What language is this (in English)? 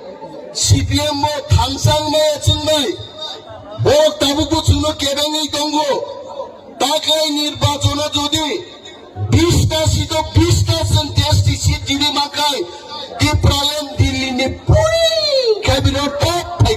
Kok Borok